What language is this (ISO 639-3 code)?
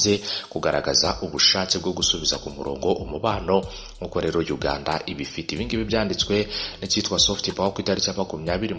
kin